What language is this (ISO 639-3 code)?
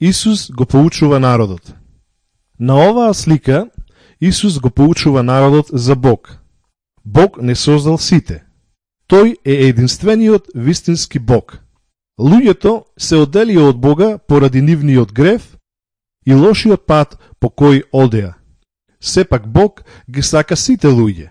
mkd